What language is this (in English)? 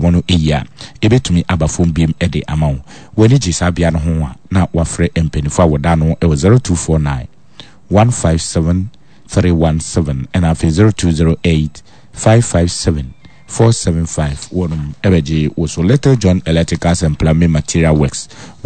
Akan